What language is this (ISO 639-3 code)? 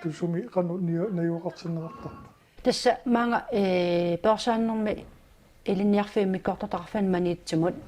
kal